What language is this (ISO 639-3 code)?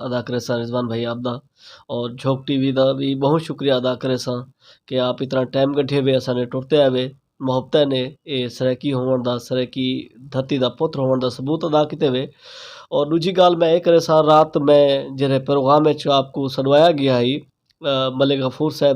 skr